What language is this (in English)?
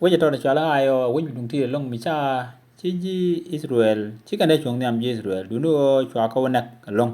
Nuer